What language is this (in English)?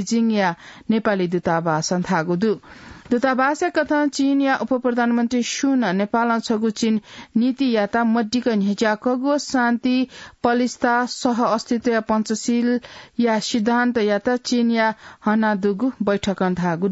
Newari